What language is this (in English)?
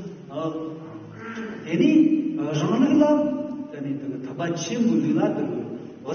Tibetan